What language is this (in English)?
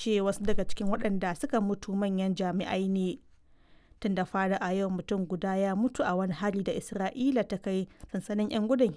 Hausa